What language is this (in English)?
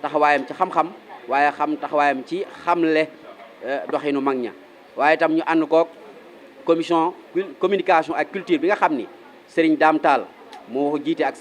Wolof